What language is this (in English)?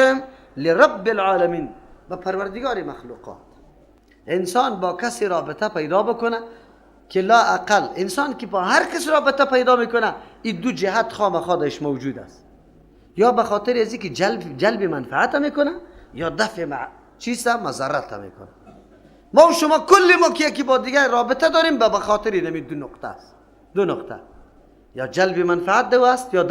Persian